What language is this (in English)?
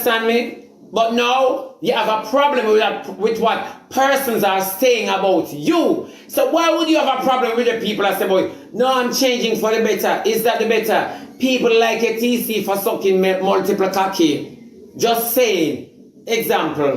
Jamaican Creole English